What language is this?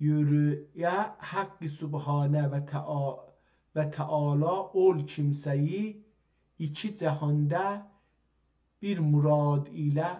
South Azerbaijani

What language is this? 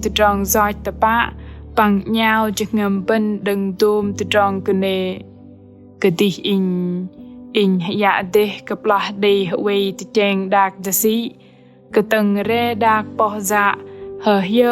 Bahnar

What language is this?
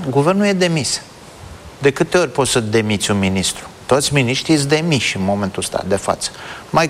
Romanian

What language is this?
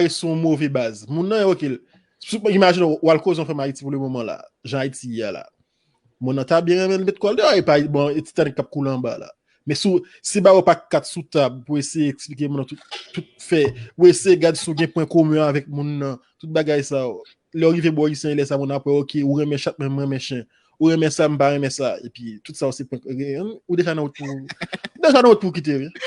Haitian Creole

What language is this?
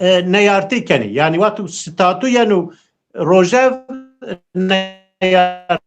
Zaza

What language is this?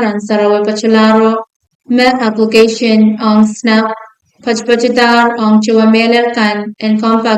Pohnpeian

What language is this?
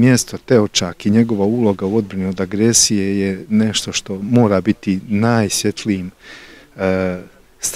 Bosnian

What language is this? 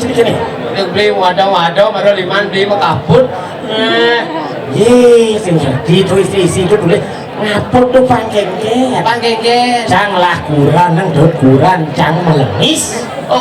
Balinese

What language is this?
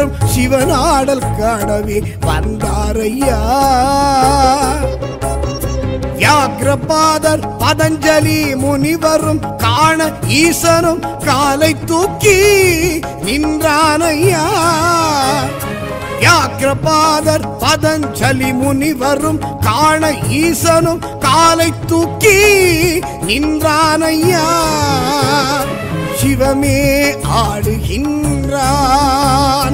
Tamil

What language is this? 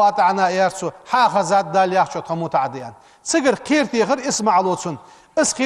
Ingush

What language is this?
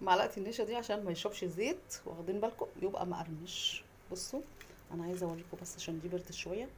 Egyptian Arabic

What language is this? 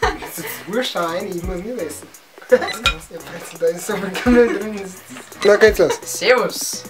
Bavarian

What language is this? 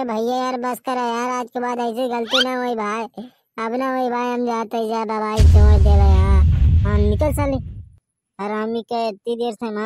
Bhojpuri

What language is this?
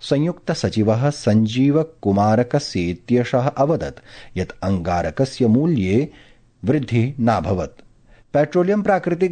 Sanskrit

